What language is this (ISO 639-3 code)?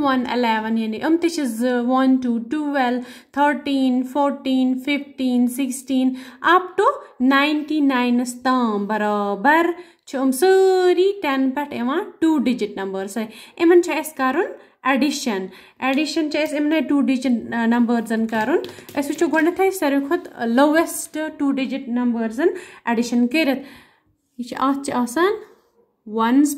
kas